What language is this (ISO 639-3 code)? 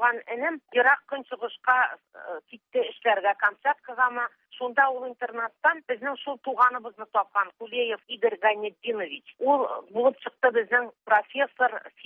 tat